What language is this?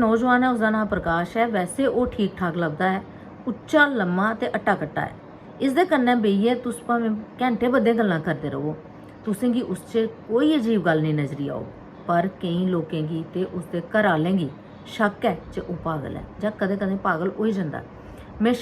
Dogri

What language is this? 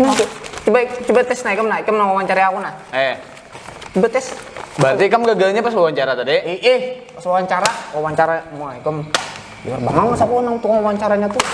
Banjar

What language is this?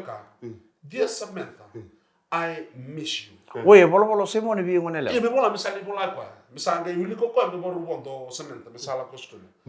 Fijian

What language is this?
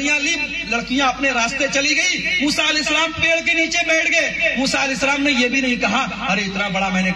Urdu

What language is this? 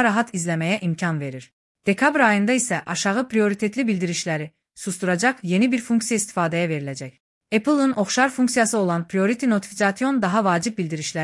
Azerbaijani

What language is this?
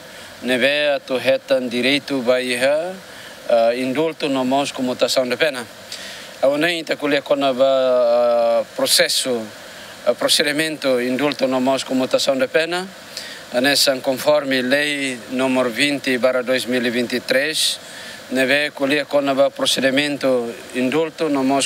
Tetum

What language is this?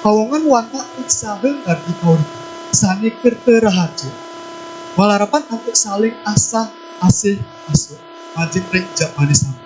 Balinese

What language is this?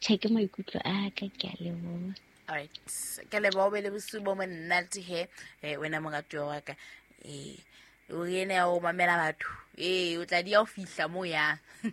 Southern Sotho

